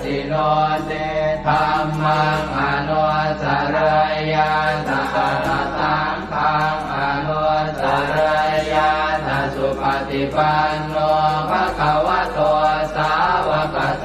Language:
Pali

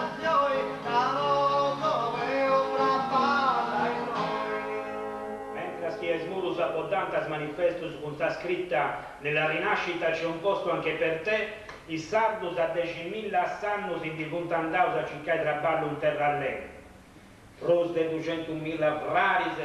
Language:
Sardinian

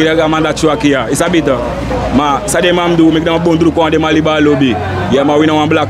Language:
Sranan Tongo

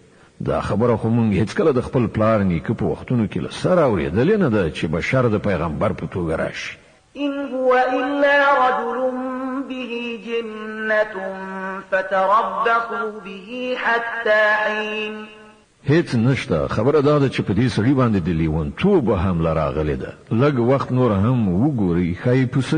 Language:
Pashto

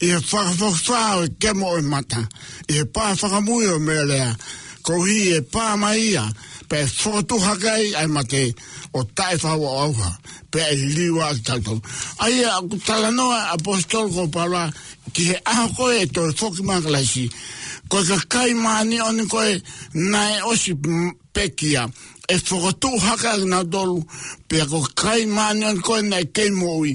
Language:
Tongan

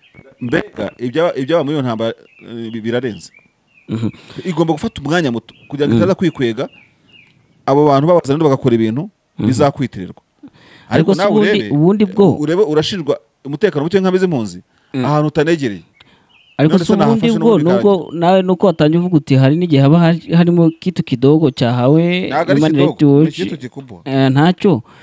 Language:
Kinyarwanda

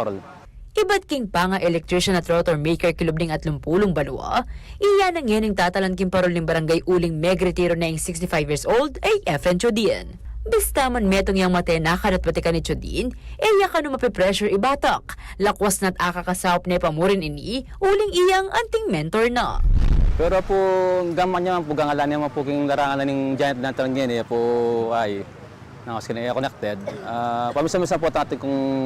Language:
Pampanga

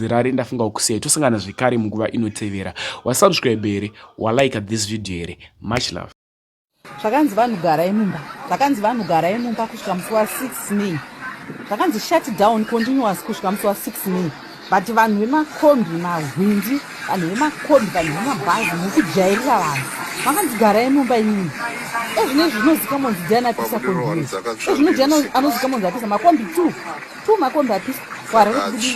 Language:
Shona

